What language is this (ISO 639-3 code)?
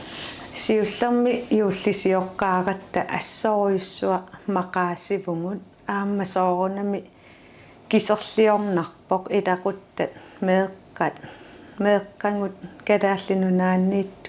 kal